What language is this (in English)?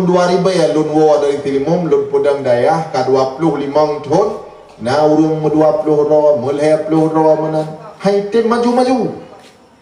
Achinese